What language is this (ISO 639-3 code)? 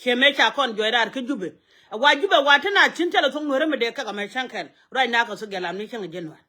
nus